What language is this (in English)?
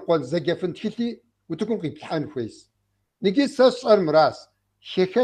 Kabardian